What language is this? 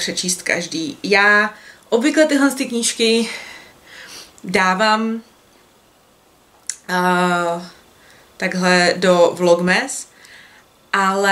Czech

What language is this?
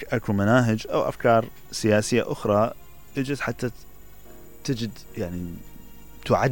Mesopotamian Arabic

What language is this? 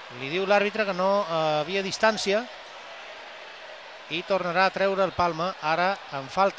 Catalan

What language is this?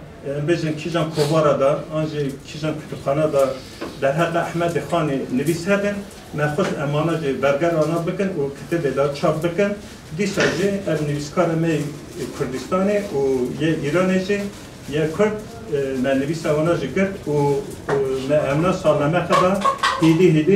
Kurdish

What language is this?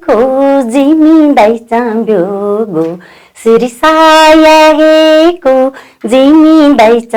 Newari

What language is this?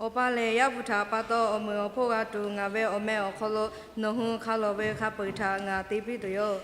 Lahu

